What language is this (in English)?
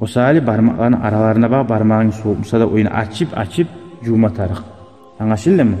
Kumyk